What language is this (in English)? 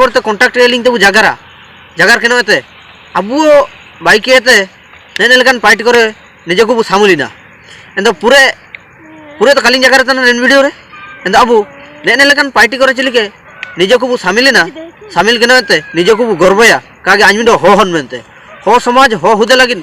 Ho